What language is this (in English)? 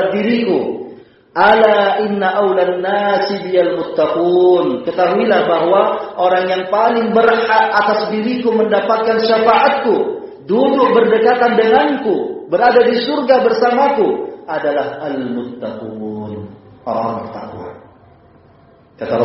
Indonesian